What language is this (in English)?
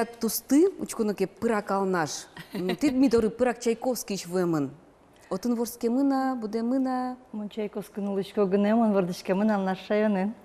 Udmurt